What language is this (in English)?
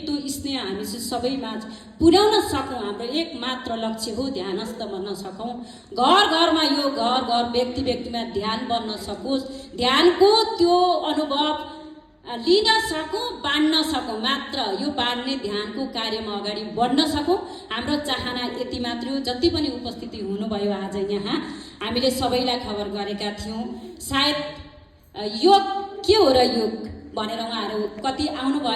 Nepali